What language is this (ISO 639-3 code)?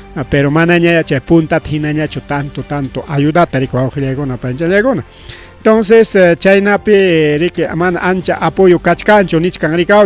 quy